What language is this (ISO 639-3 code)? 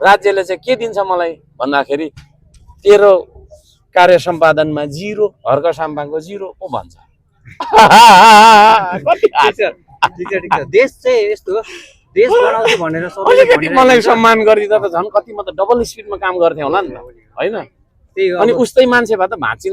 nep